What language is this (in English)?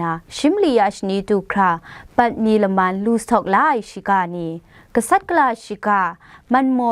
Kachin